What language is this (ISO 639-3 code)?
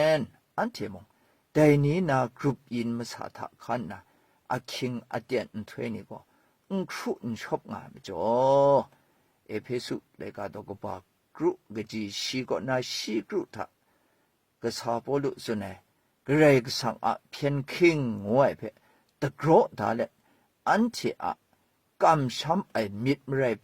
kac